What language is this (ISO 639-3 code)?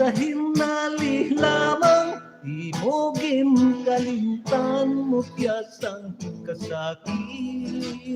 hil